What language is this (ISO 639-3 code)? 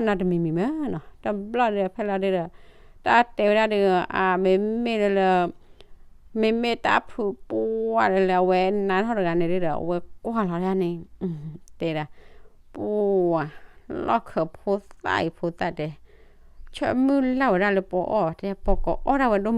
ksw